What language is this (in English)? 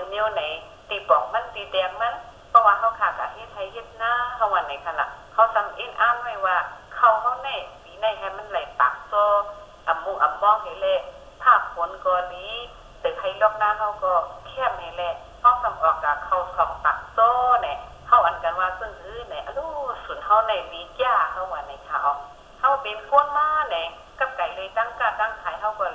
Shan